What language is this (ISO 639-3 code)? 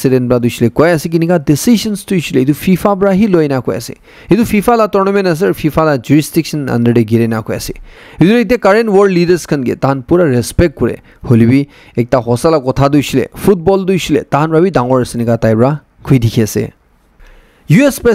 nag